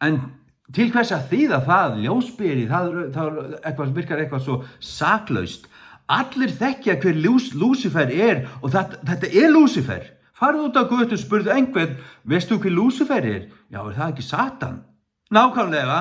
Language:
Faroese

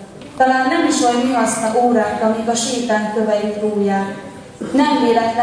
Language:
Hungarian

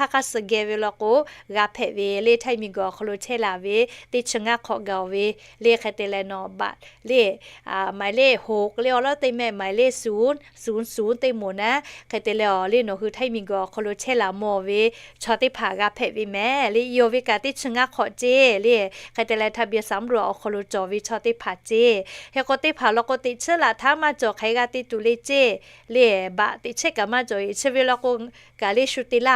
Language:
Lahu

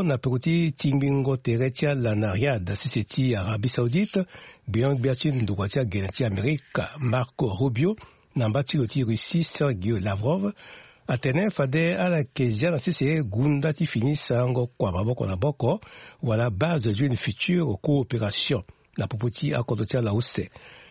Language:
Sango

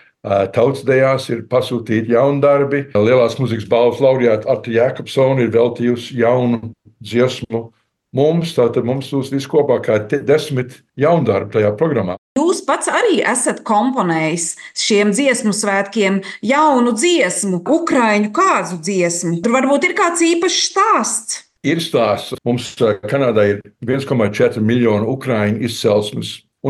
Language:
Latvian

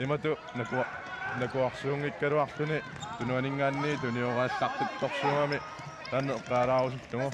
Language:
Kalaallisut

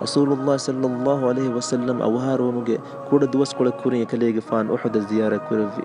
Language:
Divehi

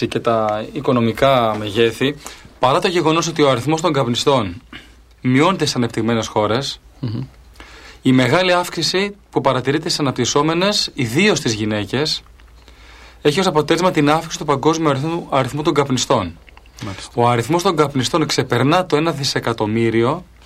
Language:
Greek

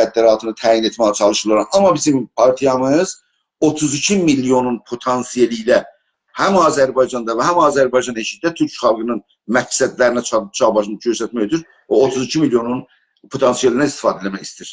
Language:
South Azerbaijani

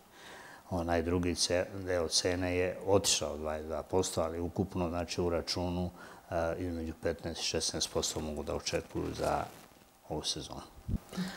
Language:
Serbian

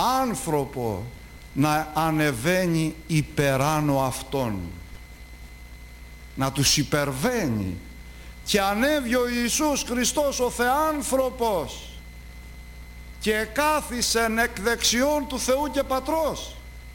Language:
Greek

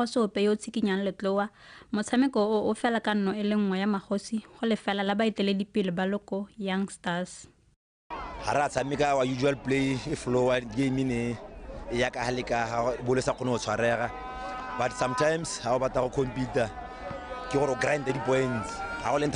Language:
Tswana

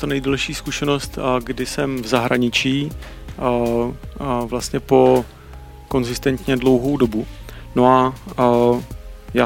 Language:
Czech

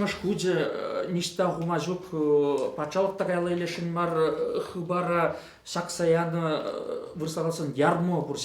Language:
Chuvash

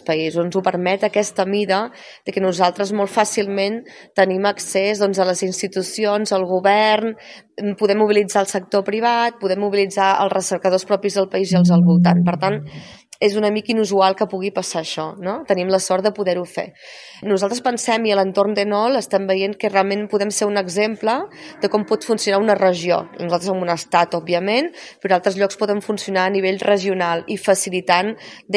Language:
Catalan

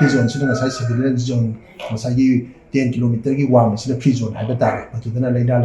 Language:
Manipuri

